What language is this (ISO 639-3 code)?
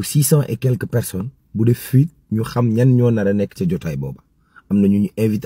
wol